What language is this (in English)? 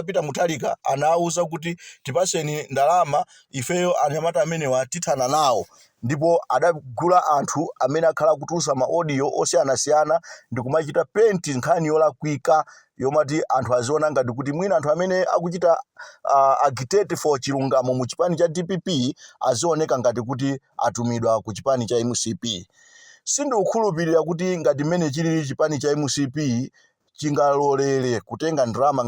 Nyanja